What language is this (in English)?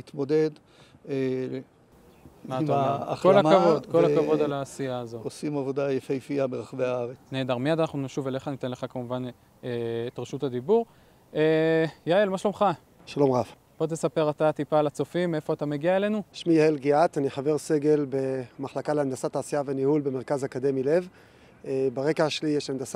Hebrew